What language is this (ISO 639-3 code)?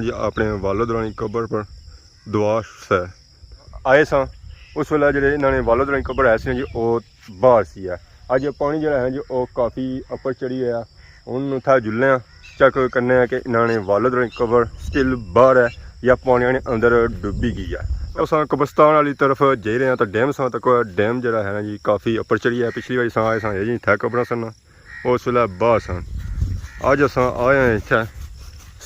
phr